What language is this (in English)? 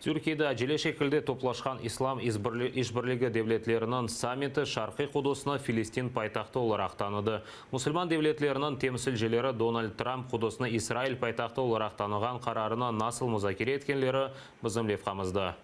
Crimean Tatar